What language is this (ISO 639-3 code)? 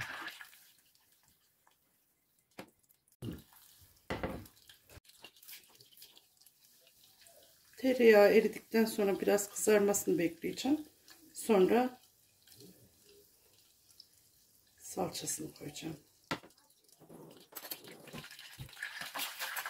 tur